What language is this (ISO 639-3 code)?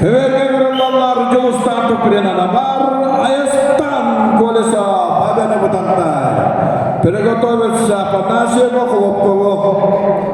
sah